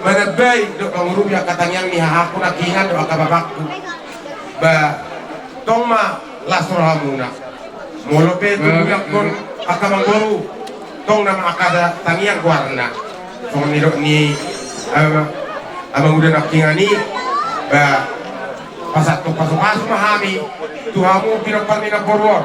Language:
Batak Toba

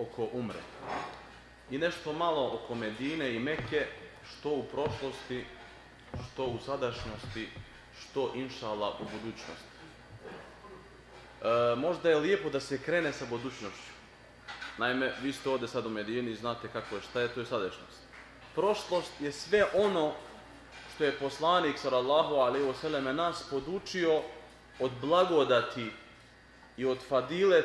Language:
Bosnian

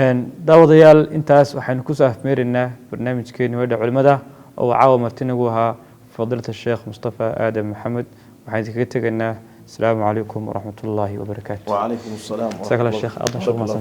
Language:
Somali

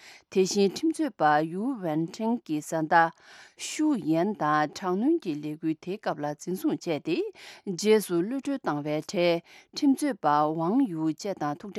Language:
Tibetan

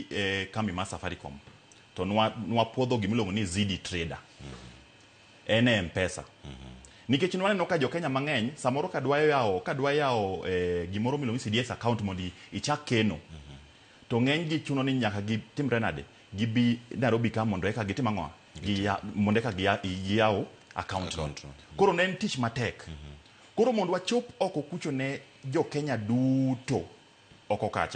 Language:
Luo (Kenya and Tanzania)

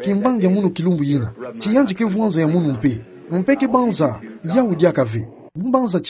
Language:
Kituba (Democratic Republic of Congo)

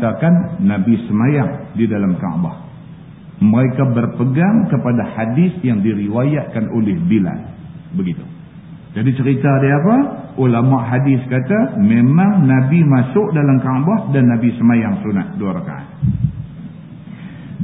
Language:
Malay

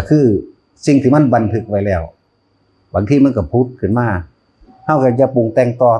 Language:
Northeastern Thai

